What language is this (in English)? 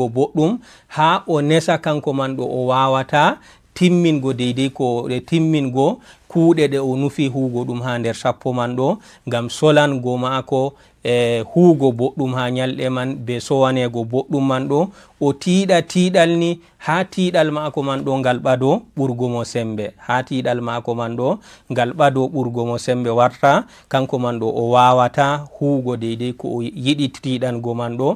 Fula